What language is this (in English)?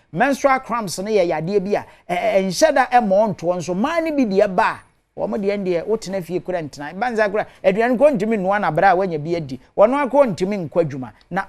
Akan